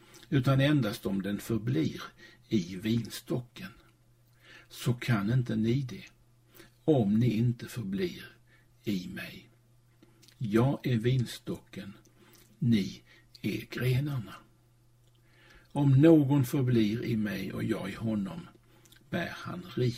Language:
Swedish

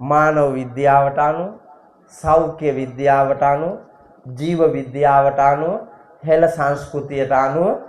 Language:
Sinhala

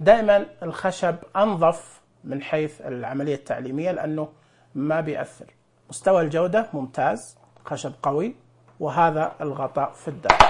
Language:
Najdi Arabic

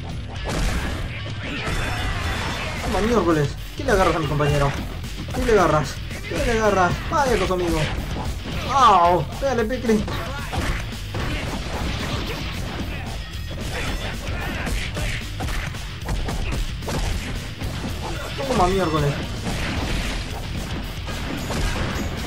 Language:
Spanish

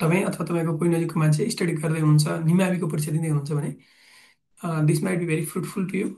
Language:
Nepali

